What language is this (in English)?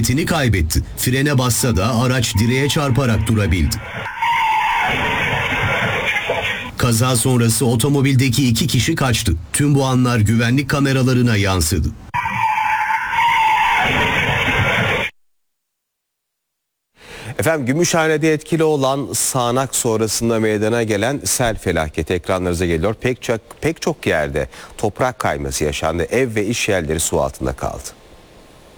Turkish